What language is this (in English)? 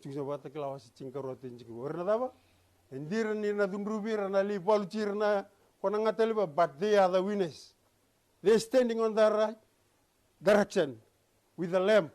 Fijian